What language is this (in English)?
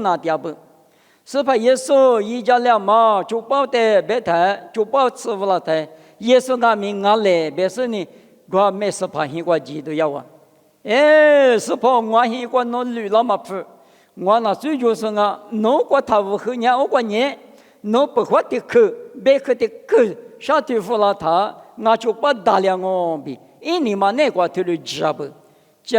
Lisu